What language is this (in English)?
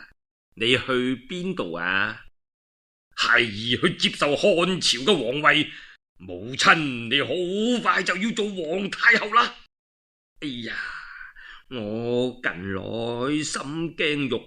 Cantonese